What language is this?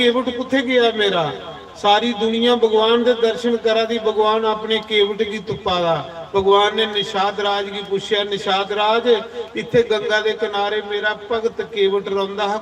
Dogri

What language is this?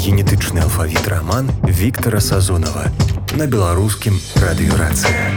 Belarusian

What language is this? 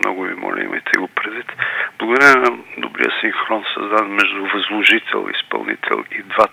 Bulgarian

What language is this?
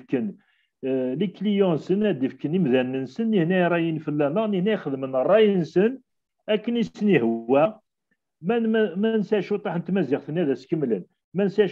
Kabyle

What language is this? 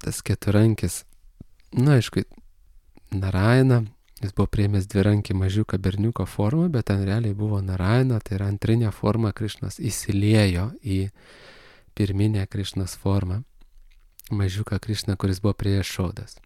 Lithuanian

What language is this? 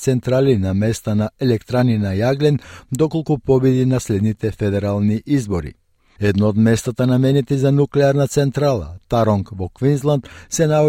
Macedonian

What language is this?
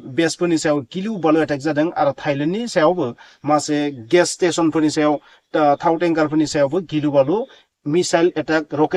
Bodo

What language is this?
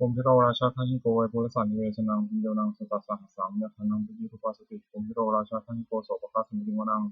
Pali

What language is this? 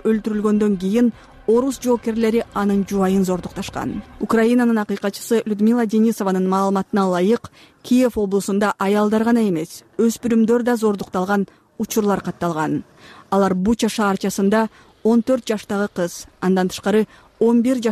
Kyrgyz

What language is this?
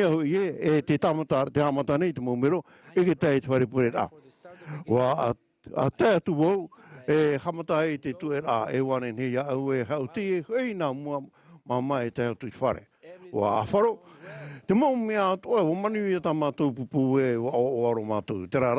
Tahitian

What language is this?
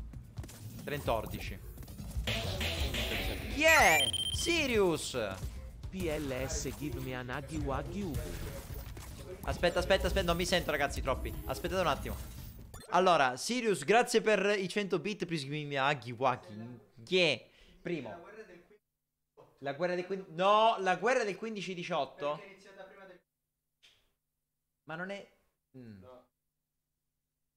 Italian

